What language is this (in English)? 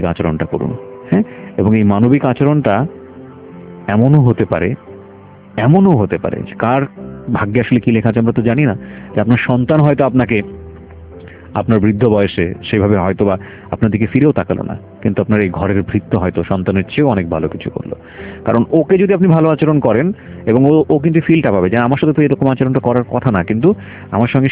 Bangla